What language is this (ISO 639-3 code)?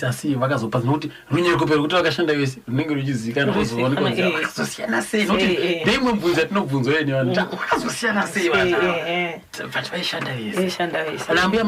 sna